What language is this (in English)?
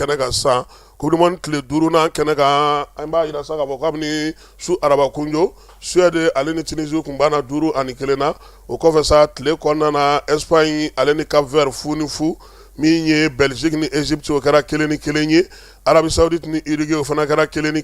Bambara